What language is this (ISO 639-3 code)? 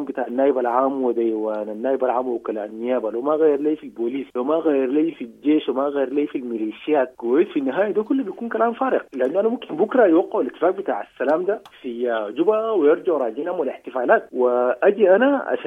apd